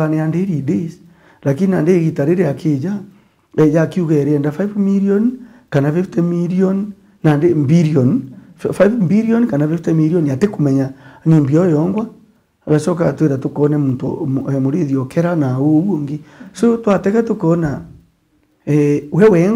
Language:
Meru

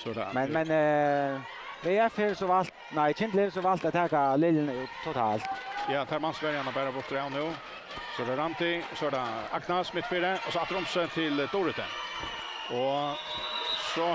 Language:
Faroese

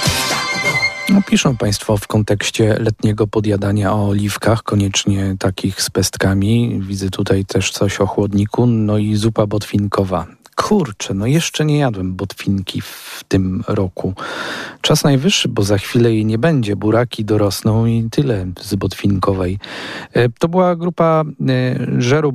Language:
Polish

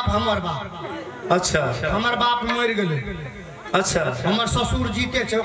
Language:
Maithili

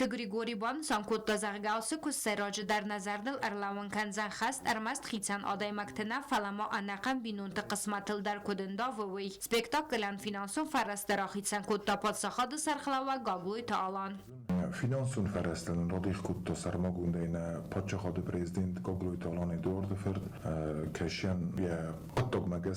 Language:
Ossetic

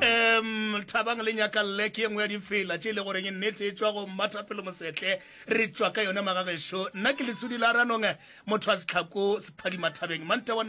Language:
Northern Sotho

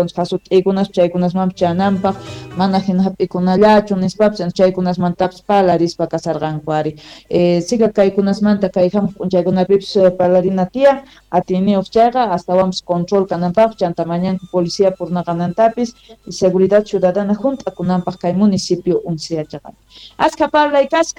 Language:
South Bolivian Quechua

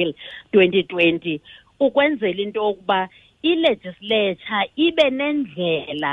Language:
Xhosa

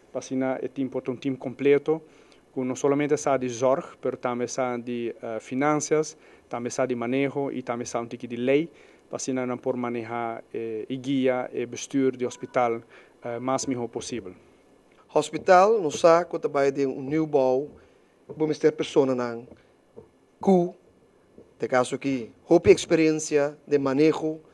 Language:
Papiamento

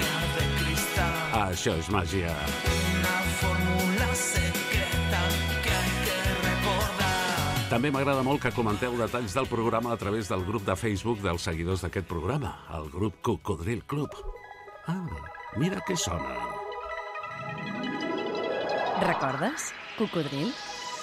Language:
Catalan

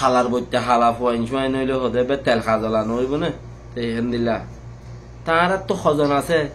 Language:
Rohingya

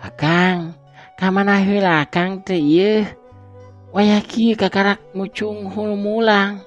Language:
Sundanese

